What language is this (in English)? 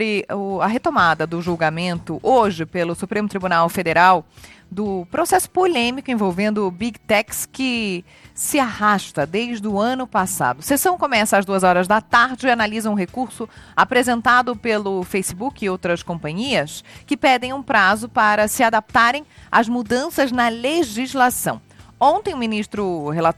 Portuguese